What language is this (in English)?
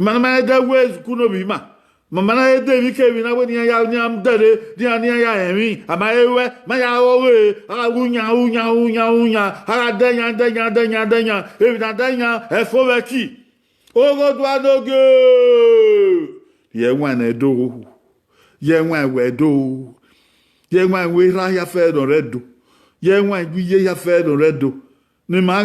Bini